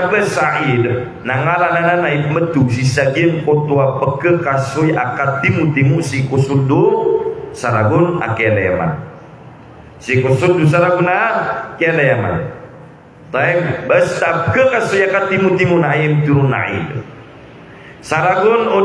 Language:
Maranao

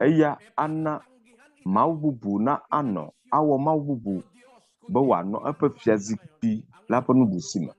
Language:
Ewe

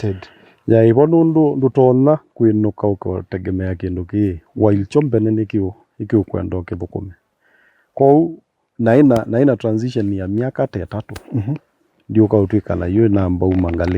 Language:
Kamba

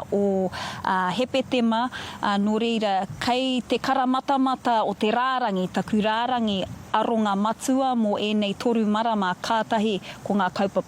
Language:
Māori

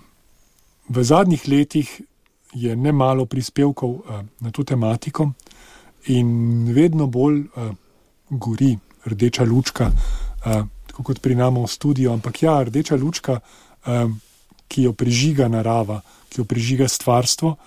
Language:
Slovenian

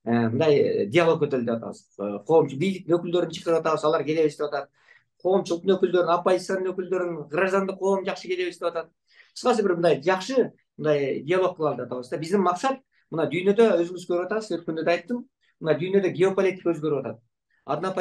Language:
Kyrgyz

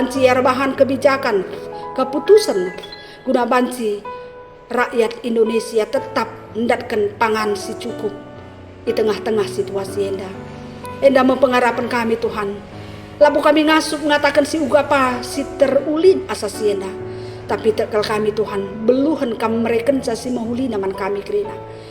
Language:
Batak Karo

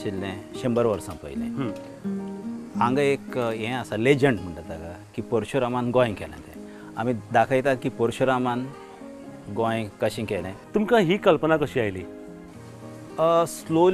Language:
Konkani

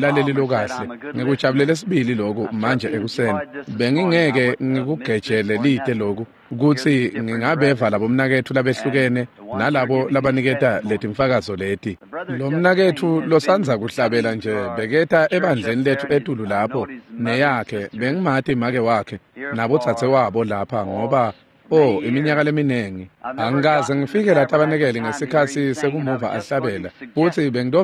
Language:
Swati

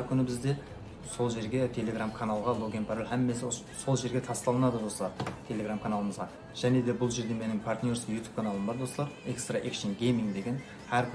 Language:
Kara-Kalpak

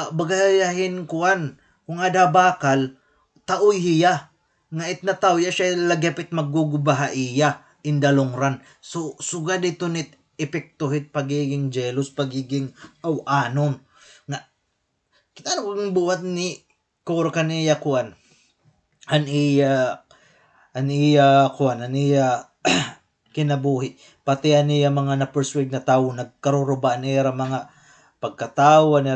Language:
Waray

